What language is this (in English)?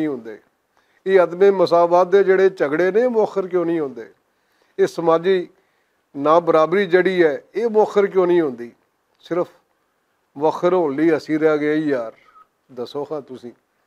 Western Panjabi